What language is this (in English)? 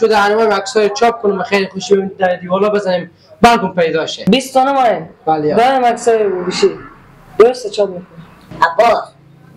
Persian